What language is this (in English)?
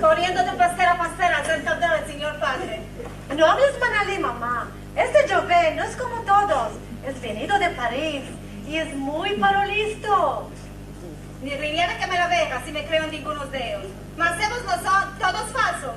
Ladino